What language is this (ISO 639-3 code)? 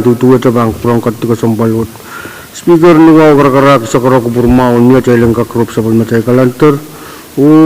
pon